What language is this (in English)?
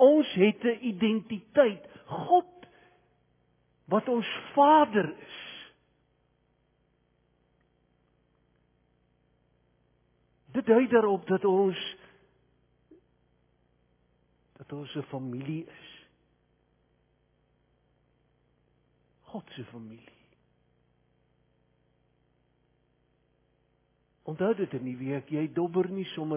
Afrikaans